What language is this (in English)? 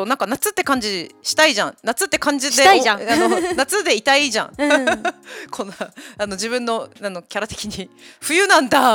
Japanese